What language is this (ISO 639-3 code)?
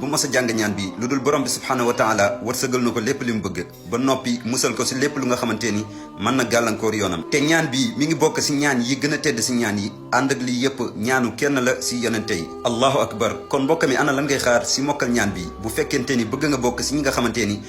wol